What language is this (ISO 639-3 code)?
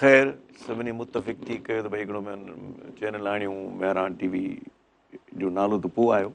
snd